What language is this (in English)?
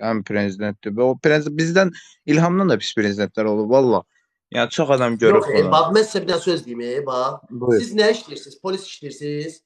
Azerbaijani